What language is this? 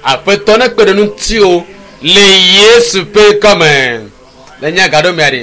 Ewe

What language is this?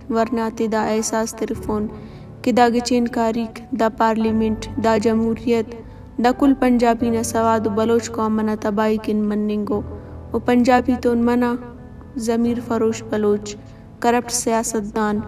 Brahui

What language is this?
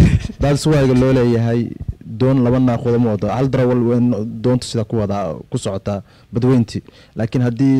Somali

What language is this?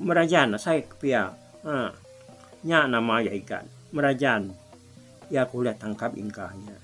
Iban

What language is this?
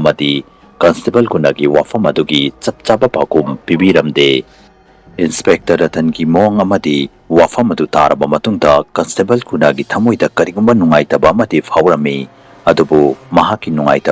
Manipuri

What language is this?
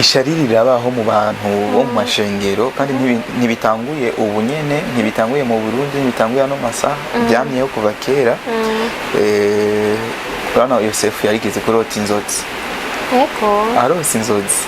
Rundi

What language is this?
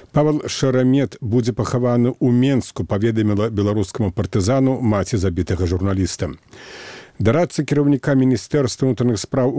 Belarusian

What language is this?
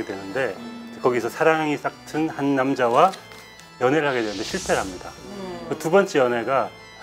Korean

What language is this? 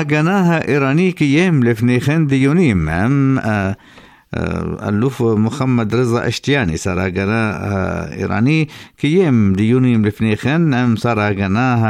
Hebrew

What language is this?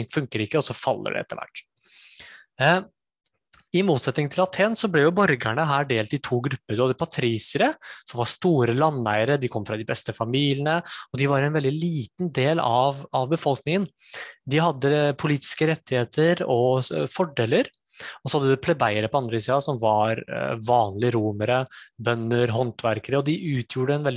Norwegian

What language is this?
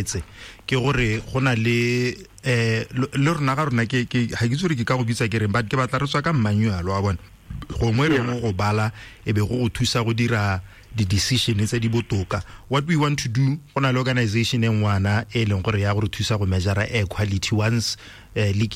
Tswana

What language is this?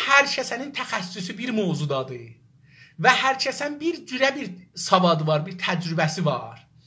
South Azerbaijani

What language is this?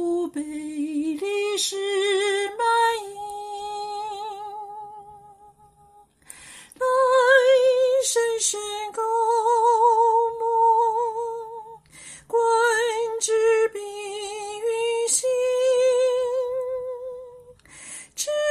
Chinese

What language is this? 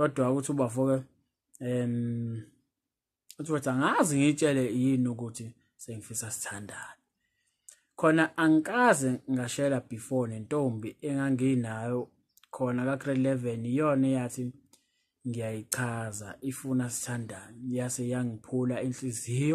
Zulu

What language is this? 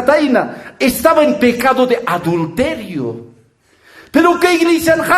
Aymara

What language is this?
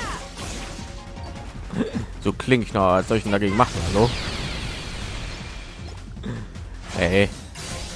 German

